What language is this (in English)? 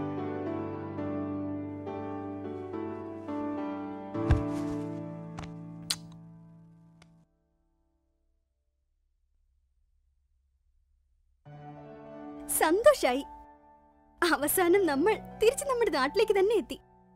Malayalam